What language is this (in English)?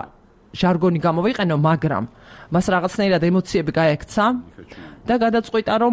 Georgian